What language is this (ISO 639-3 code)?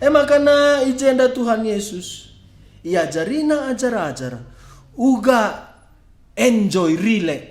btx